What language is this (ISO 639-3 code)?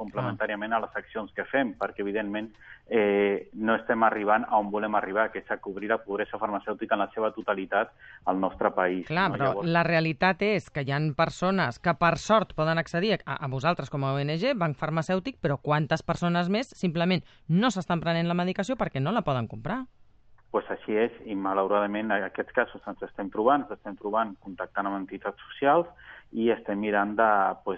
cat